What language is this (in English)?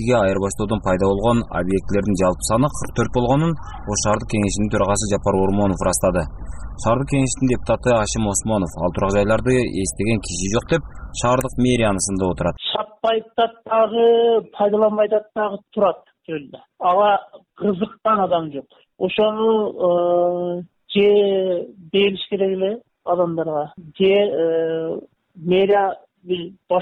Kyrgyz